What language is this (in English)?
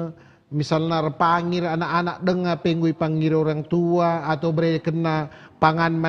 Batak Karo